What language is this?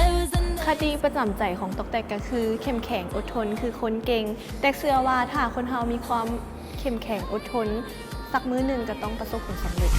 Lao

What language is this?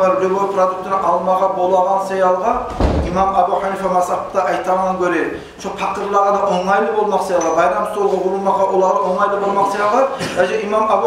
Kumyk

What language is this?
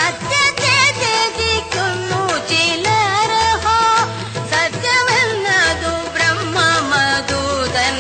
Malayalam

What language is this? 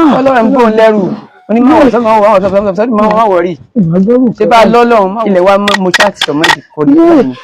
Yoruba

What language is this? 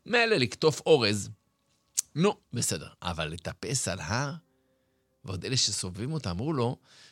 Hebrew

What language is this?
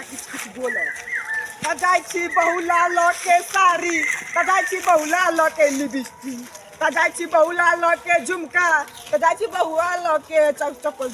Maithili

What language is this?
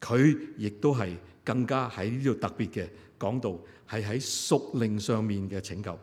Cantonese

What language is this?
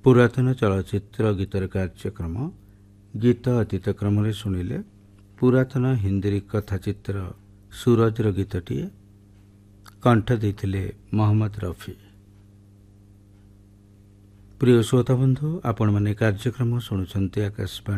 Odia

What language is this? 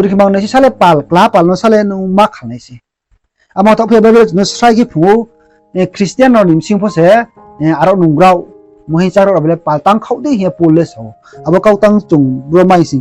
Riang (India)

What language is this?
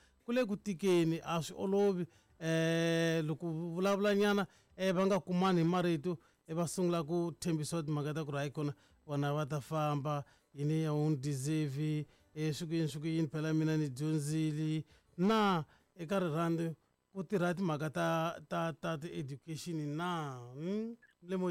Tsonga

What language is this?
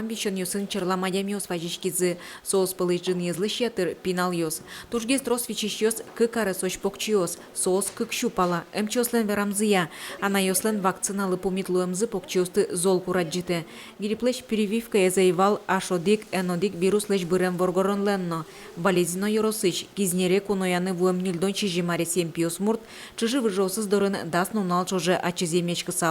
Udmurt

